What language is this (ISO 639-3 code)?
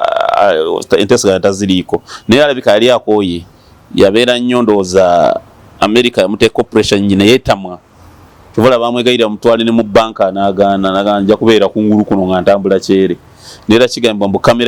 lug